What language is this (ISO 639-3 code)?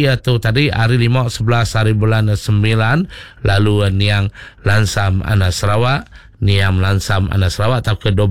iba